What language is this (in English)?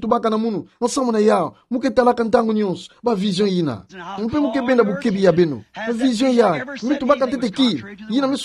Kituba (Democratic Republic of Congo)